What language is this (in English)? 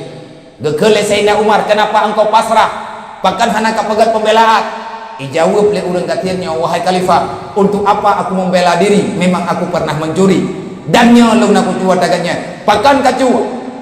Achinese